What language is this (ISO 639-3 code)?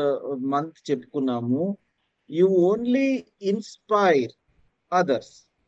tel